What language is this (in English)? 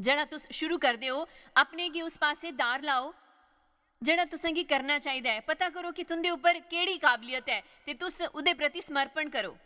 Dogri